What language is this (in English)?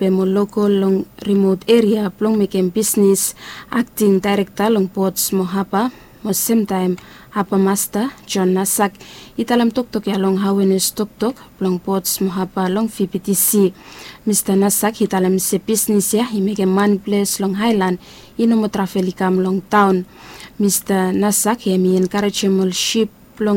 Bislama